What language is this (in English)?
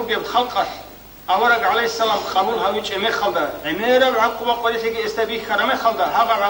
Avaric